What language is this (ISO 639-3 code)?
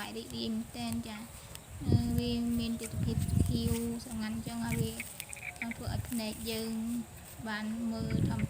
khm